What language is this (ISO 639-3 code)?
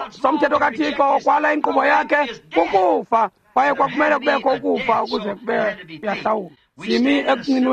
xho